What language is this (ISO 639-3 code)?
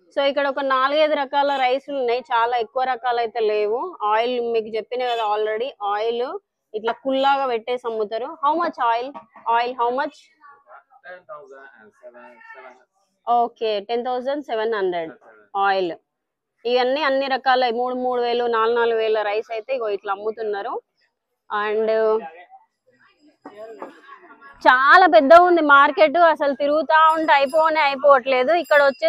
tel